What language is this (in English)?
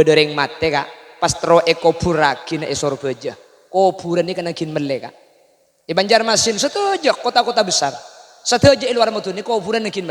Madurese